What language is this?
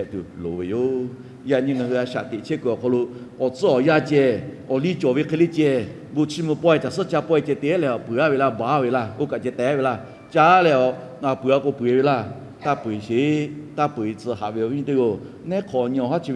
Lahu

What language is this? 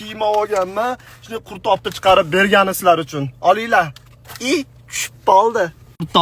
Uzbek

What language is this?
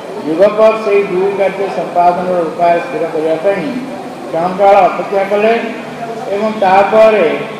Odia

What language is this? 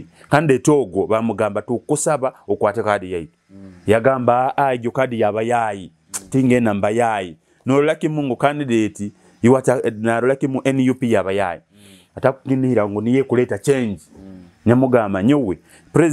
Nyoro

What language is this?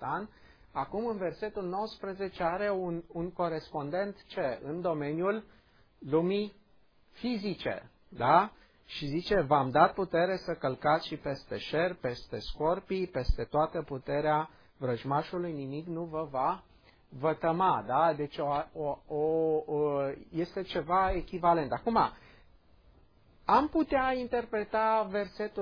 Romanian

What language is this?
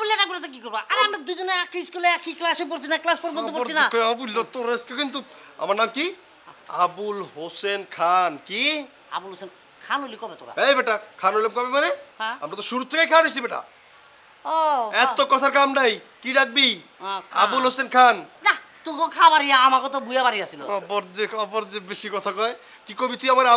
Bangla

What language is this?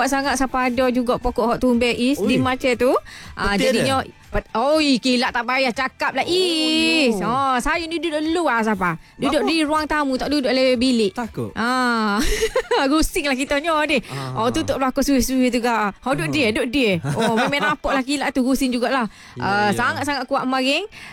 Malay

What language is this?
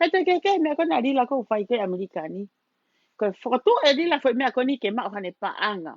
Tongan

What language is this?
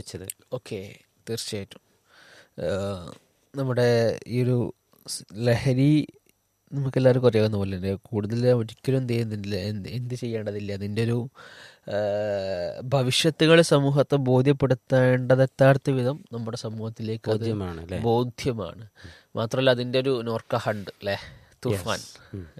Malayalam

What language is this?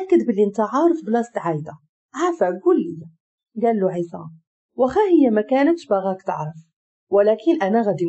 Moroccan Arabic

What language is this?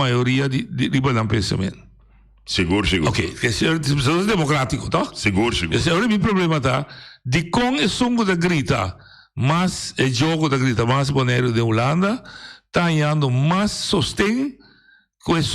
Papiamento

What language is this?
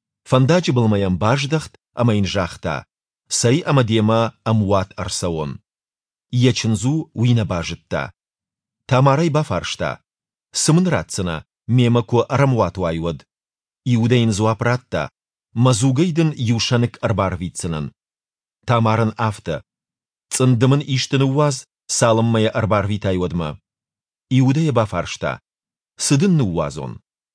Ossetic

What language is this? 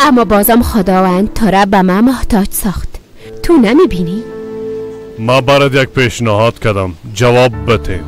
Persian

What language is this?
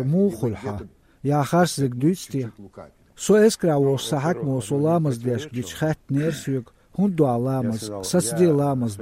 Chechen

